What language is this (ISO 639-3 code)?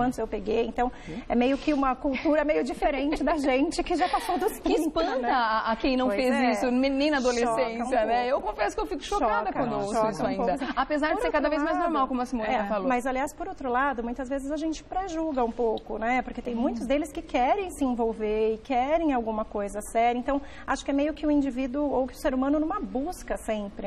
por